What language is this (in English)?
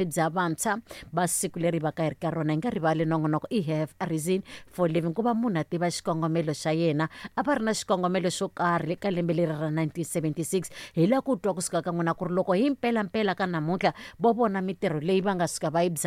Tsonga